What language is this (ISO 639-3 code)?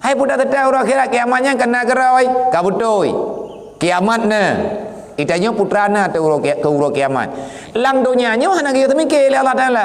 ace